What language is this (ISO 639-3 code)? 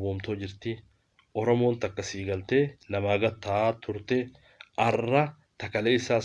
orm